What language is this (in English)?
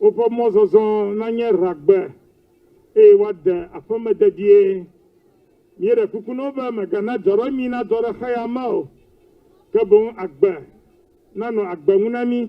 Ewe